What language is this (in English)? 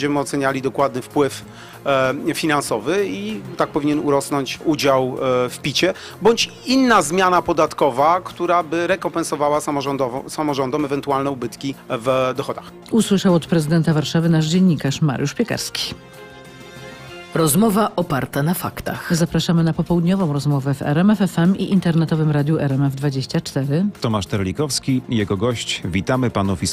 Polish